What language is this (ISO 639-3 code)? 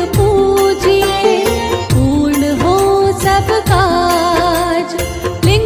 hin